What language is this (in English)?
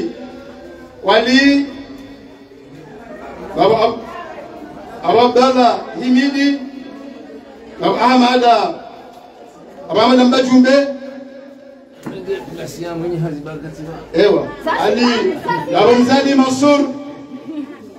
Swahili